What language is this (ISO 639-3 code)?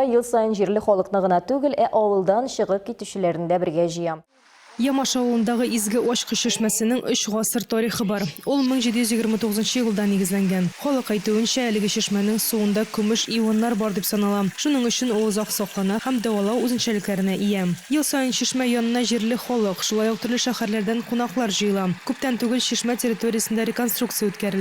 tat